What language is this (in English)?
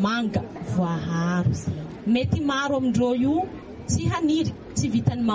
Malagasy